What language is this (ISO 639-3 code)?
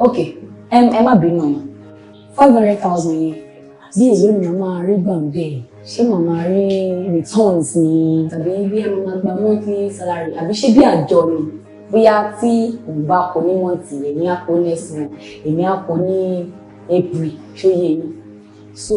yor